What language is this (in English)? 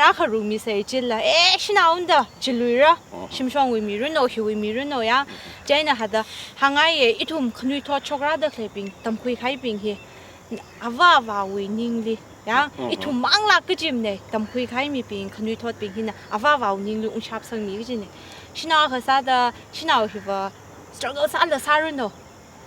Tangkhul Naga (India)